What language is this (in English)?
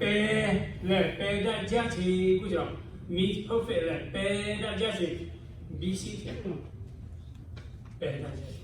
Lahu